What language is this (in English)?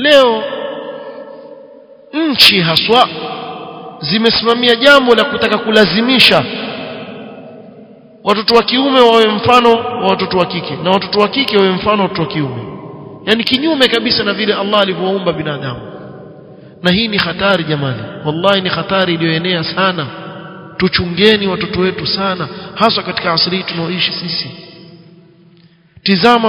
Swahili